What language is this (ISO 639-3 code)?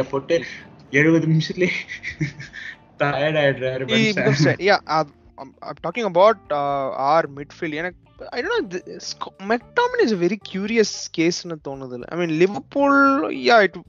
tam